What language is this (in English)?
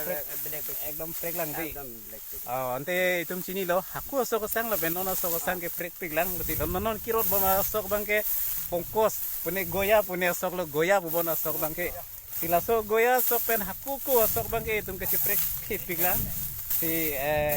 Karbi